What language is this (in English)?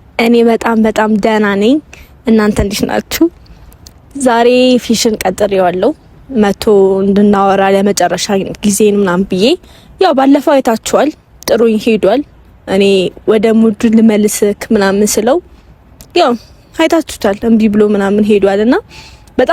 Amharic